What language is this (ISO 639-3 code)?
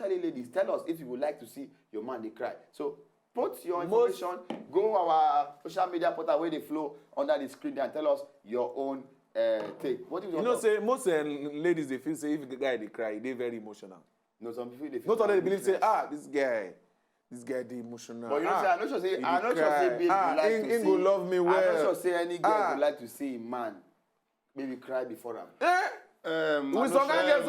pcm